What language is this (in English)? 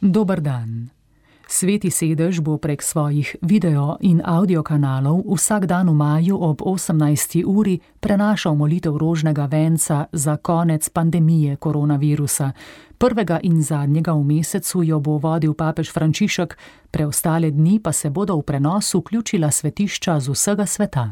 Slovenian